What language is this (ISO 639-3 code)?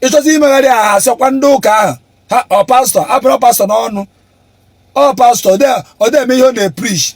ibo